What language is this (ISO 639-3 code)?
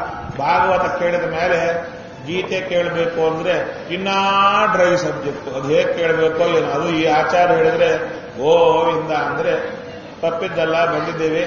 kan